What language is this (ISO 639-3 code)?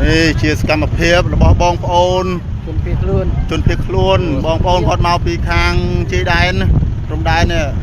khm